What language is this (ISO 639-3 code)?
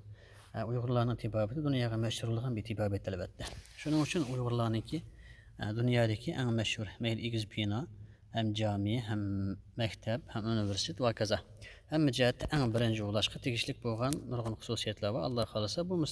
uig